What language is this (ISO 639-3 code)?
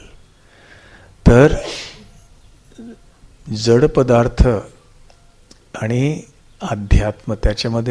mar